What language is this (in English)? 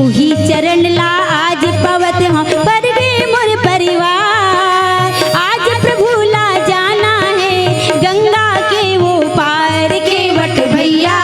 Chhattisgarhi